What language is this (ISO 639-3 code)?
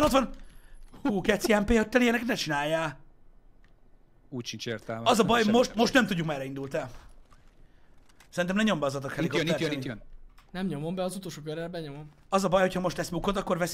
hun